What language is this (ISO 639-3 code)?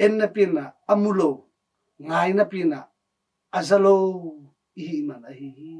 ctd